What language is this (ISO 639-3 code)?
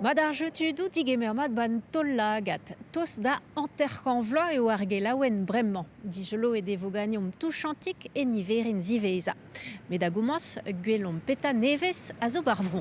bre